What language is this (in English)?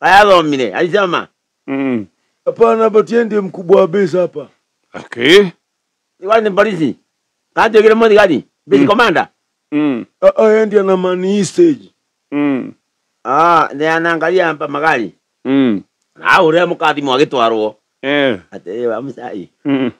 Kikuyu